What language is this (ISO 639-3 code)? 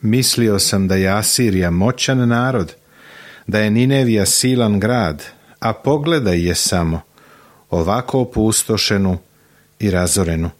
srp